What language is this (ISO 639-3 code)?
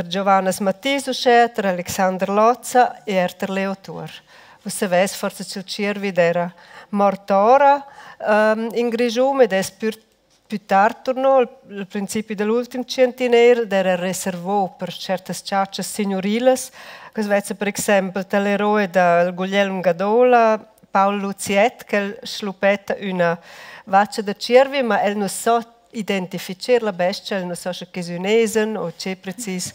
roh